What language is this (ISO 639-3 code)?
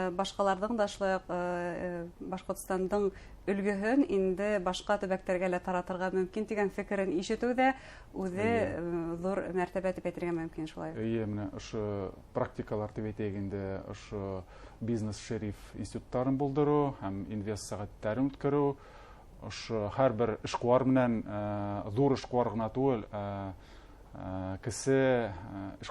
bak